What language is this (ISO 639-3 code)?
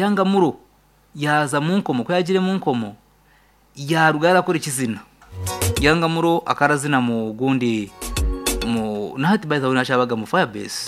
kin